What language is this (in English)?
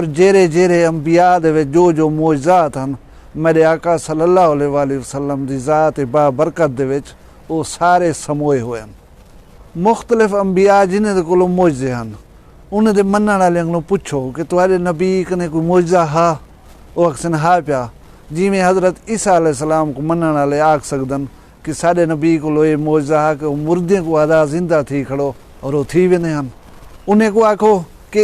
Saraiki